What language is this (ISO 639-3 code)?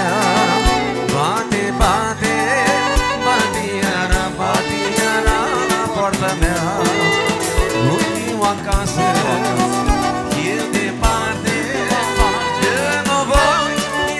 ron